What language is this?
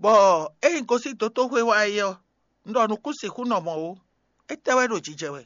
Fon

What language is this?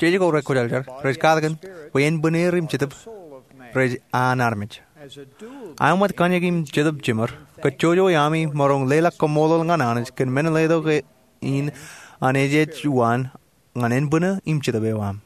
Marshallese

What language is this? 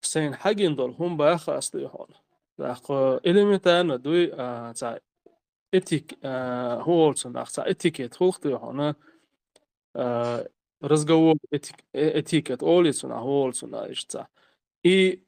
Chechen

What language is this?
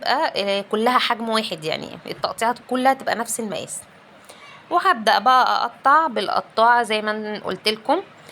Egyptian Arabic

